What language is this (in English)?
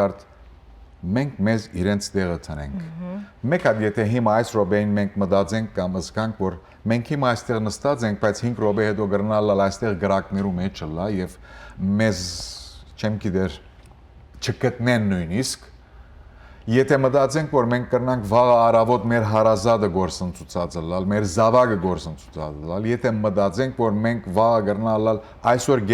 Western Armenian